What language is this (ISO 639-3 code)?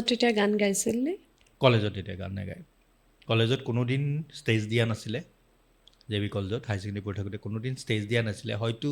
asm